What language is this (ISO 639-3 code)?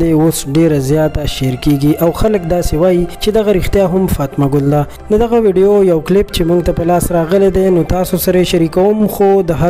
pus